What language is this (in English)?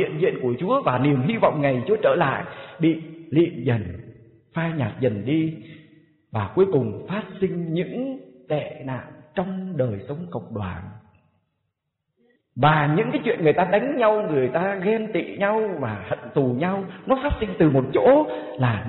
Vietnamese